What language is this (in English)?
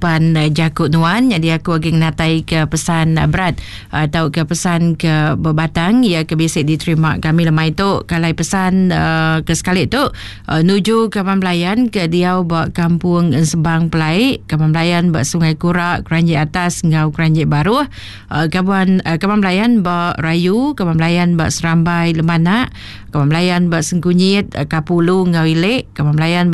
Iban